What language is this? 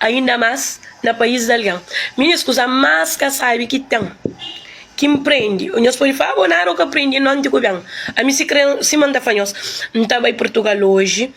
Kabuverdianu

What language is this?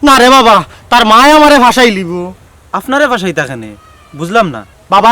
Sylheti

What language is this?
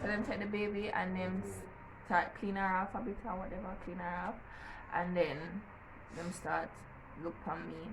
Jamaican Creole English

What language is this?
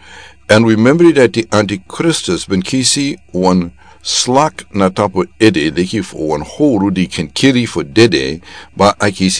Sranan Tongo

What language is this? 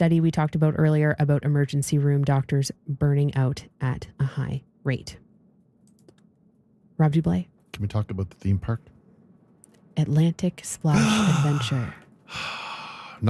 English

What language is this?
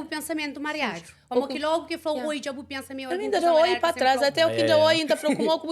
Kabuverdianu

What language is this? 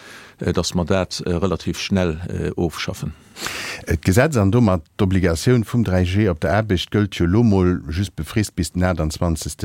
Luxembourgish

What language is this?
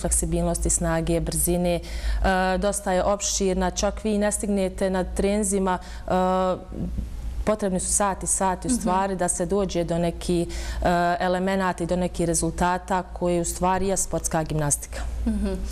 Bosnian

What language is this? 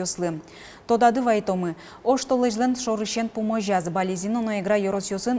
Udmurt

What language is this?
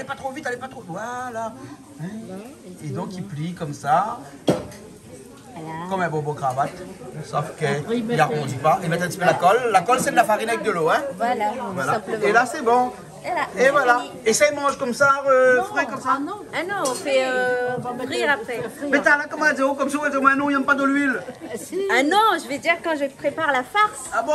Réunion Creole French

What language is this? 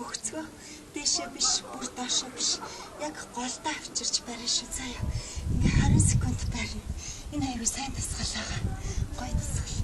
Mongolian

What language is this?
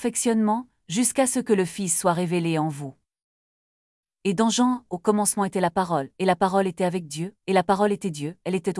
French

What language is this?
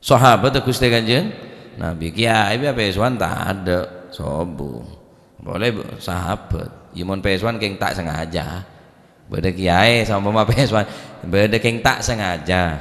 Madurese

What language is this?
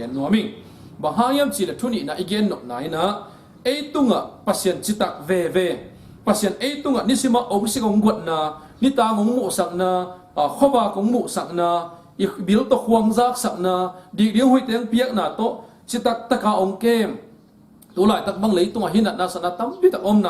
Tedim Chin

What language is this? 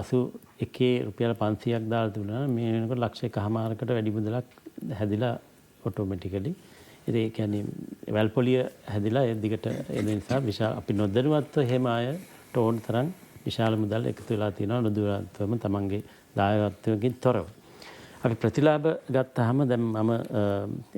Sinhala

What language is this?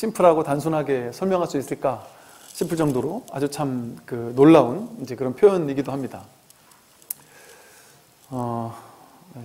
Korean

